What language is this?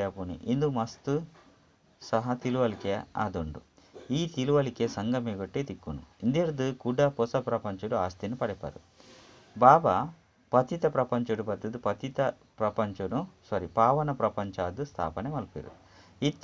Tulu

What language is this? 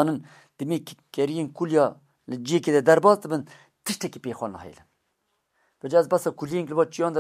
Kurdish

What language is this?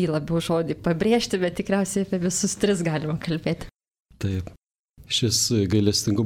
Lithuanian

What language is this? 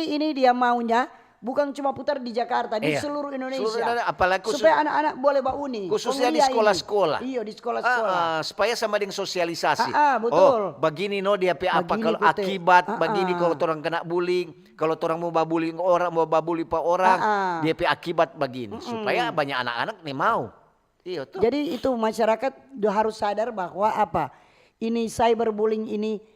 Manado Malay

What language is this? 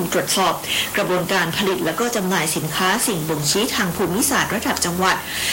Thai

